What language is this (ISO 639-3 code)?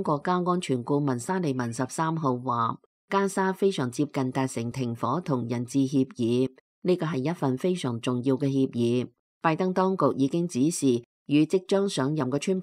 yue